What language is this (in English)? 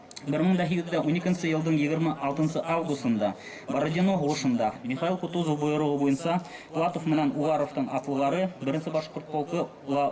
Bashkir